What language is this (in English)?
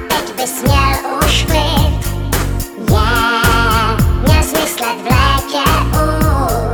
Czech